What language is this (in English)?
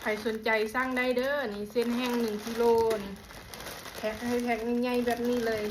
Lao